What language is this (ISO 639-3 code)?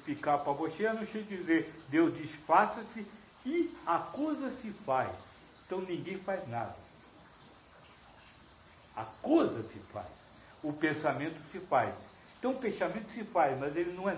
por